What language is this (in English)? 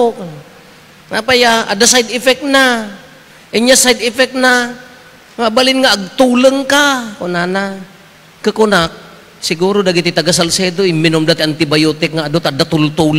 Iloko